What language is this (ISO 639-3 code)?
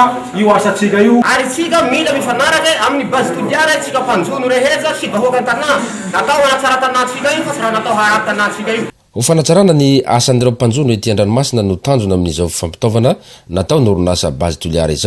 mlg